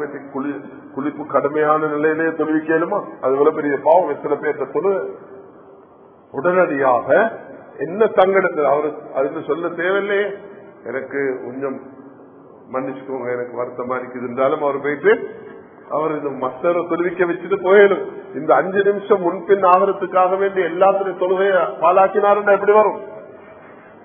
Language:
Tamil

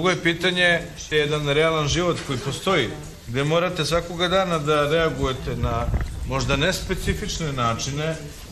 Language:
Serbian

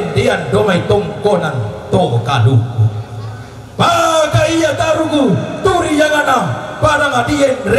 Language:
Toraja-Sa'dan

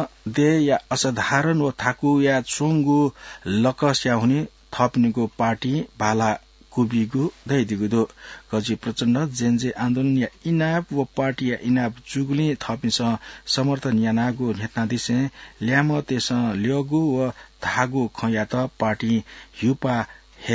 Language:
Newari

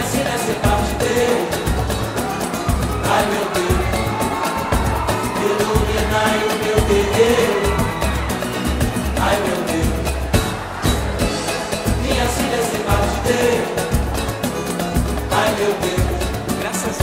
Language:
Portuguese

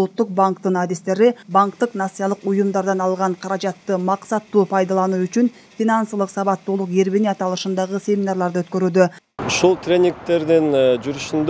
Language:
Kyrgyz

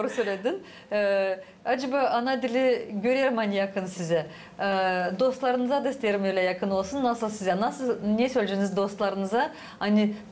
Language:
Gagauz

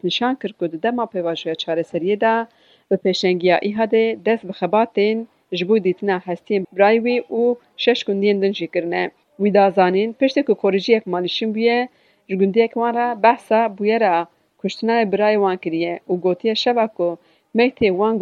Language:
Kurdish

